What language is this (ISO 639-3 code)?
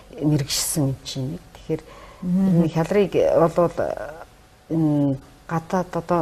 mon